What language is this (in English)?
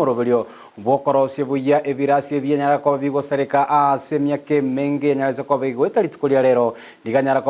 Gusii